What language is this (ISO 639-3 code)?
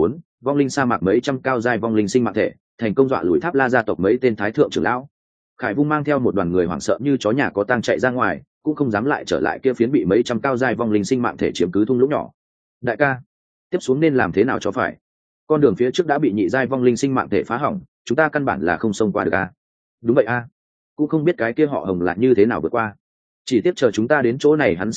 vie